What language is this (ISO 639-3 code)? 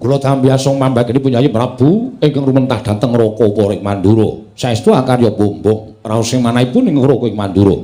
jav